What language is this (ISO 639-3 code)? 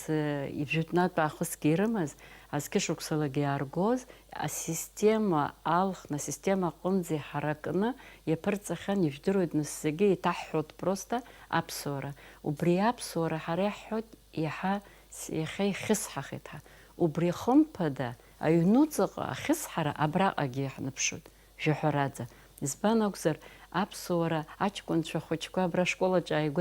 abk